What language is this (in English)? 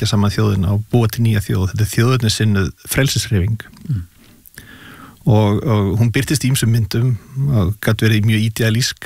Icelandic